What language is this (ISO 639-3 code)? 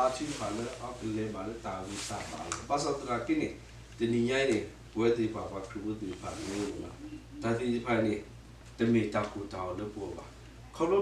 ksw